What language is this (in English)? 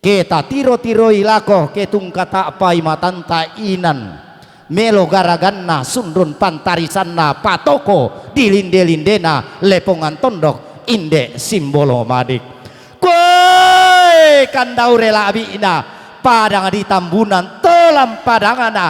Toraja-Sa'dan